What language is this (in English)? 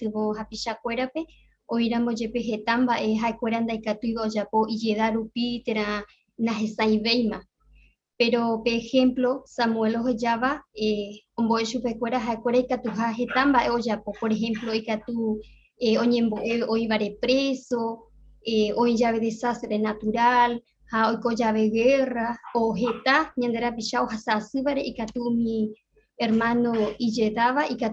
Guarani